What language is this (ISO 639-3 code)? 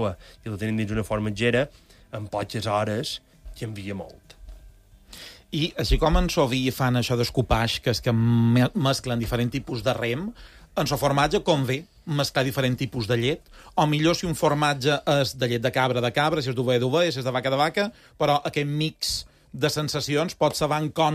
cat